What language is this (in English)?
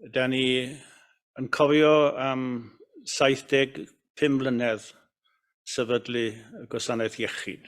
Welsh